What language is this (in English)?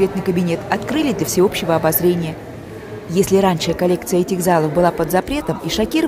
Russian